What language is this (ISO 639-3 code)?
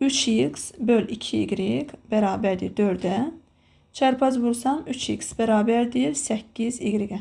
aze